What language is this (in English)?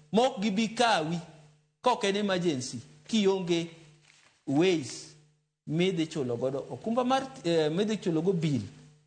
Luo (Kenya and Tanzania)